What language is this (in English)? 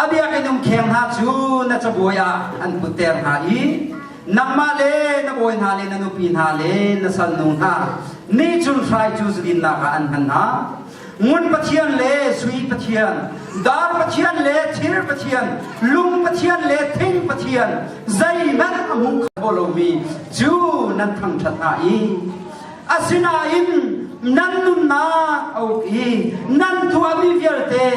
Hakha Chin